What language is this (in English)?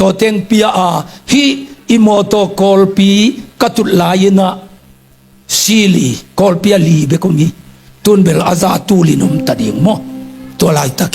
Tedim Chin